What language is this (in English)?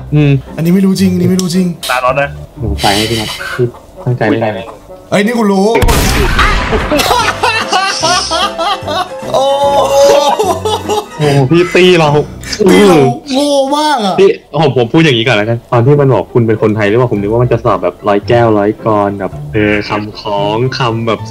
Thai